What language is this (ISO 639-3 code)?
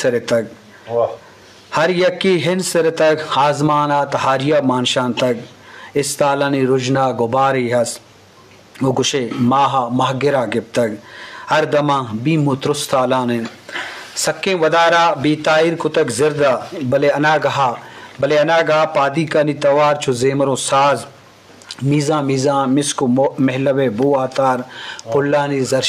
bgp